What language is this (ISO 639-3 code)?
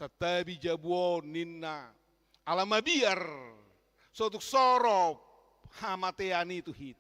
bbc